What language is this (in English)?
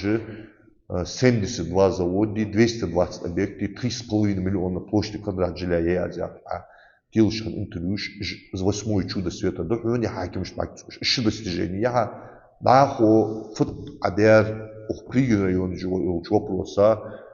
Ingush